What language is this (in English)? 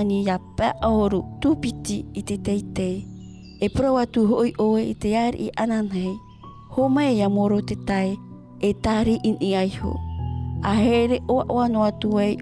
Tahitian